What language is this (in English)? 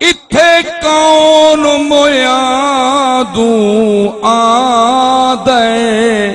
Saraiki